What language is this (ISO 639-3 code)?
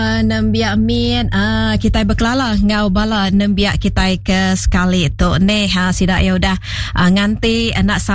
iba